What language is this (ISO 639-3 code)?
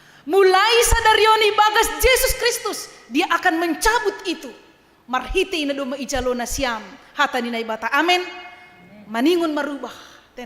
bts